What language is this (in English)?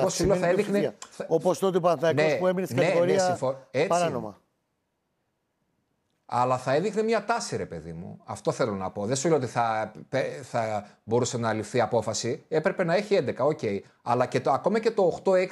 Greek